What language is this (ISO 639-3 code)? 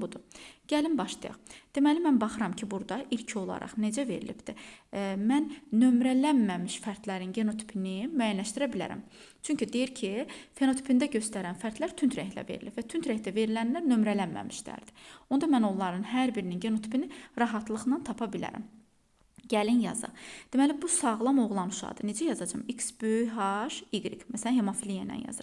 aze